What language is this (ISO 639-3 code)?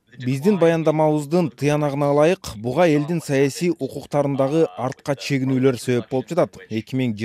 kir